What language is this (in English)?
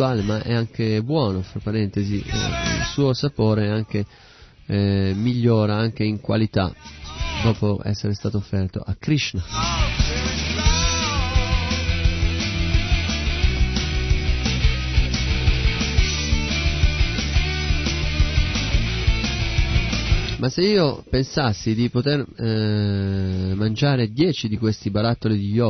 Italian